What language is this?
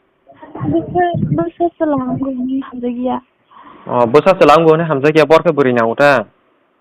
Kok Borok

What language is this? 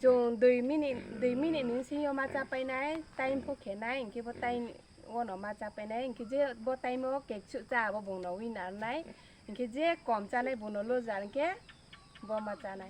Riang (India)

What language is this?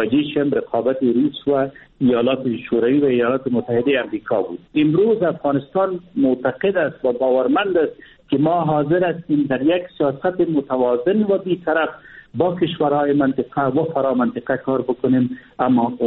Persian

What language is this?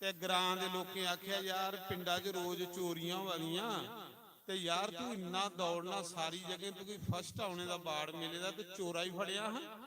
Dogri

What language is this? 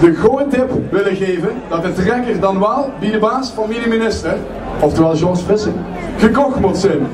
Limburgish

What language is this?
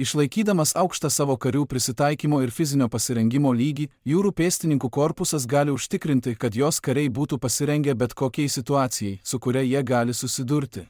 Lithuanian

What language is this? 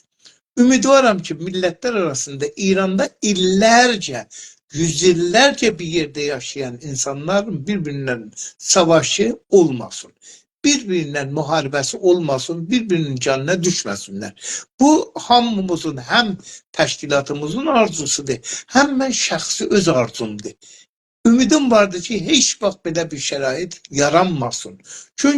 South Azerbaijani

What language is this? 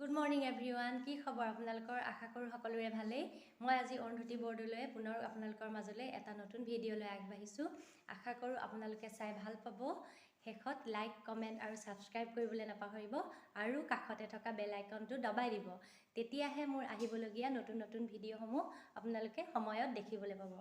Assamese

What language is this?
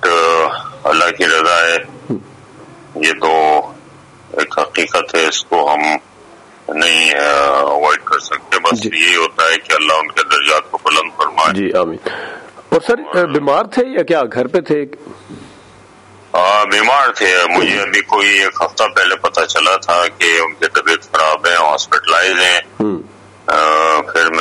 Urdu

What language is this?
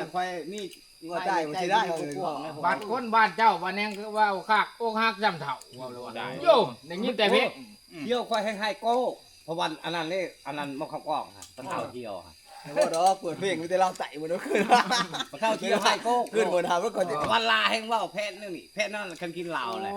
Northeastern Thai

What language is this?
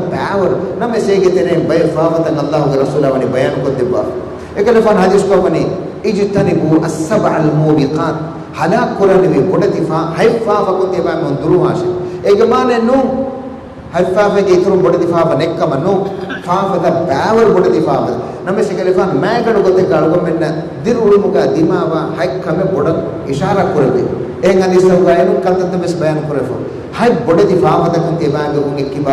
Divehi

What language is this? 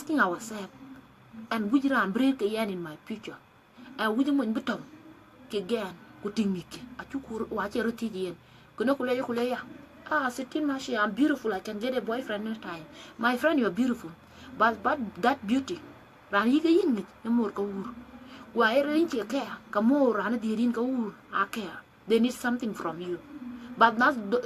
Dinka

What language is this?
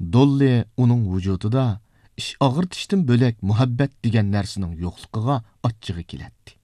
Uyghur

